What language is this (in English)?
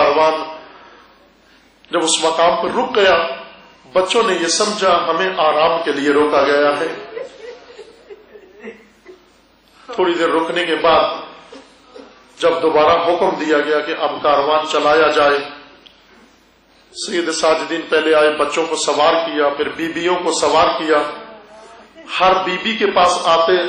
Urdu